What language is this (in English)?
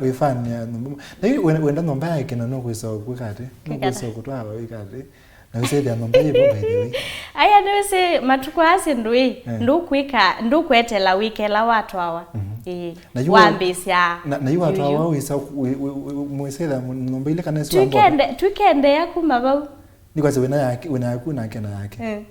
Kamba